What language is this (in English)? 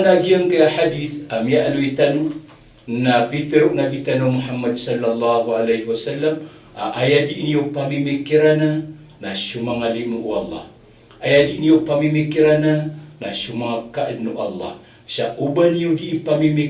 Maranao